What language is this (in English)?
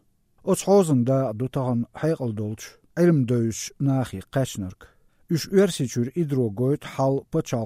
Chechen